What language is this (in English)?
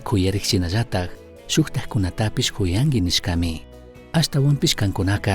Chimborazo Highland Quichua